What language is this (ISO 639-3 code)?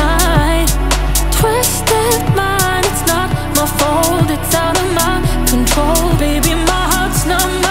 eng